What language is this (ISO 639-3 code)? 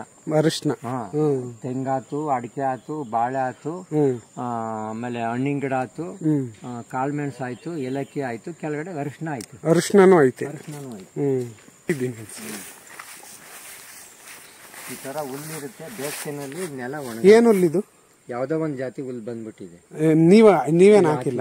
kan